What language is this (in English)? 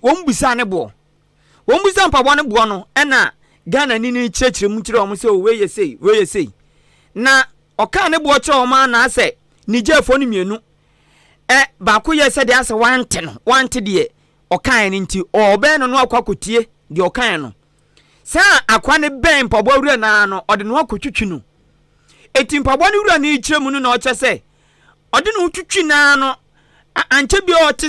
Akan